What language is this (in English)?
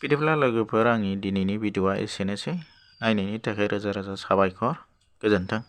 Bodo